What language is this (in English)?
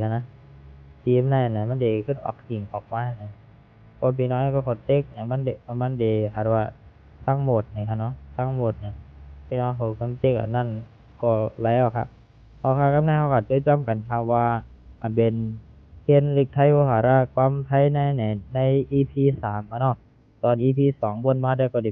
Shan